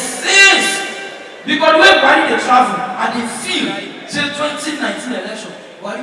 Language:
Nigerian Pidgin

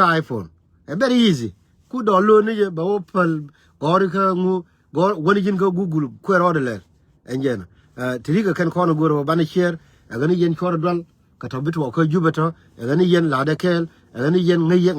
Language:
Nuer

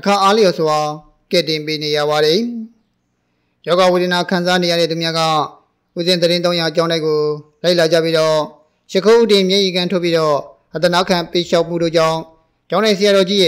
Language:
Burmese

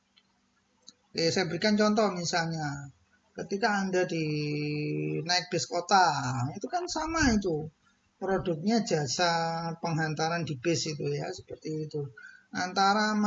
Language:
Indonesian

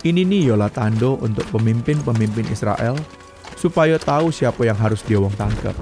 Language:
Musi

